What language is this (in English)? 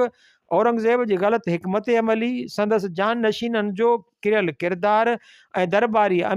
Sindhi